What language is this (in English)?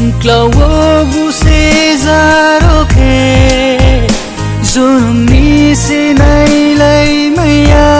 Riang (India)